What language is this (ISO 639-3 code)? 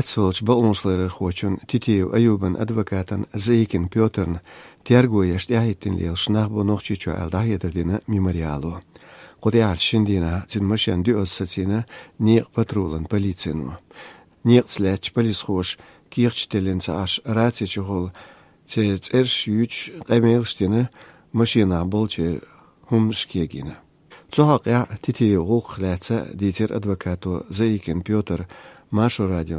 che